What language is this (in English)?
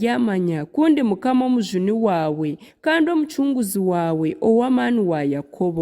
Nyankole